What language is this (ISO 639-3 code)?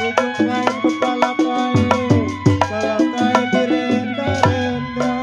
bew